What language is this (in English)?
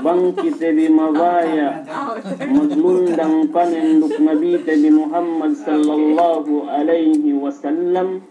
Yakan